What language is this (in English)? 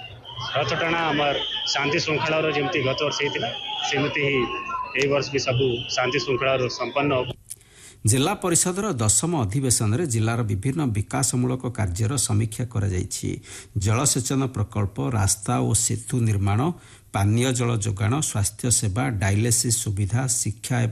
Odia